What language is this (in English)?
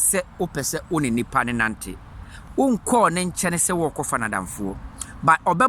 Akan